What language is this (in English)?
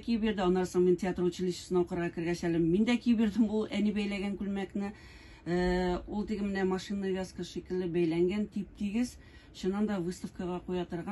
Tatar